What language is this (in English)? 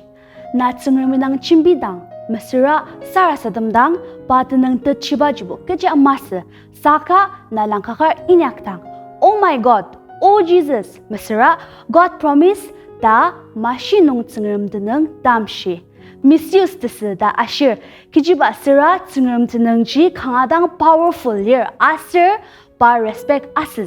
Ao Naga